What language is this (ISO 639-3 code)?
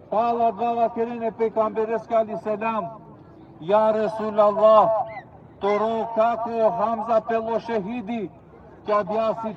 rmn